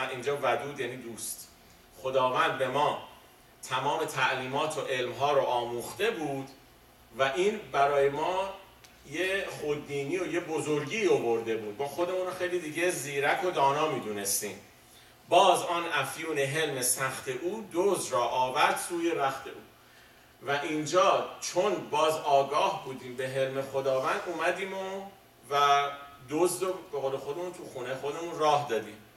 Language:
Persian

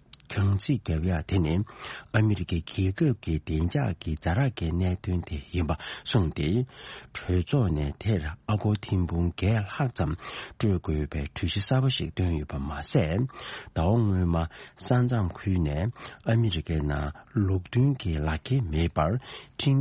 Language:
Tibetan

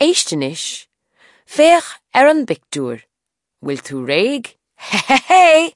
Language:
Irish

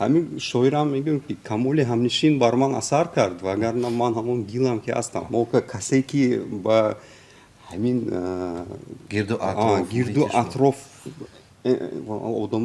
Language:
Tajik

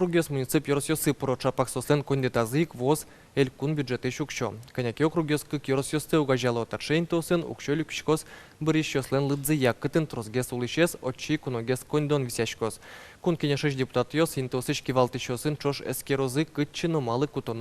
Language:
Udmurt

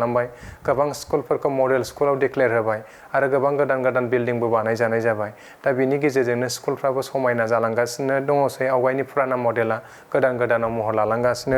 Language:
Bodo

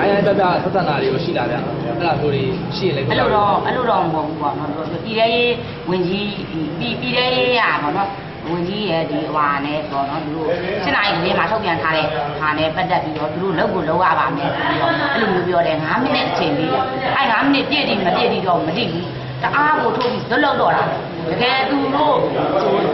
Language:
Burmese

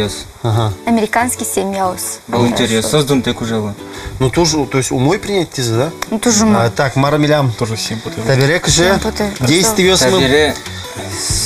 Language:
Udmurt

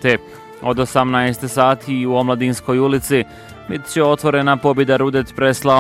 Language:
Bosnian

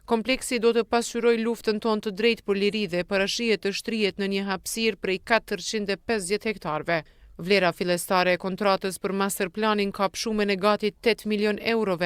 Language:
Albanian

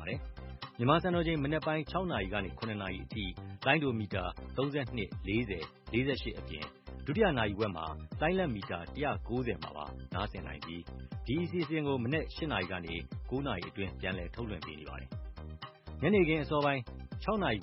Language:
Burmese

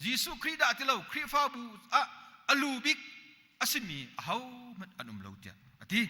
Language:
Hakha Chin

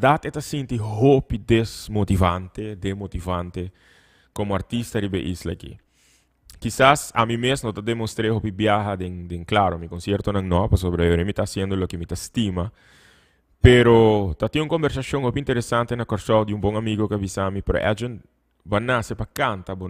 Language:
Papiamento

